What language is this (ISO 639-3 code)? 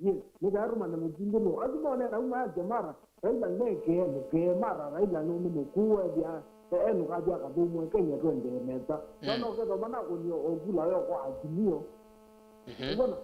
kam